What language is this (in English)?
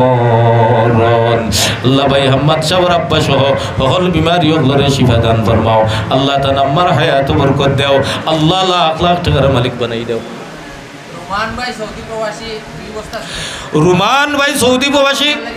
Sylheti